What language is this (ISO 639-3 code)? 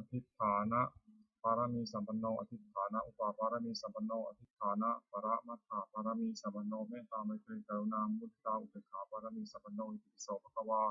pli